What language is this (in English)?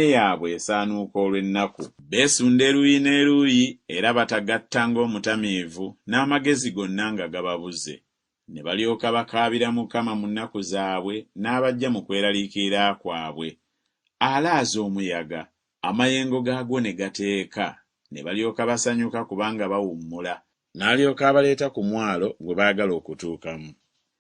Ganda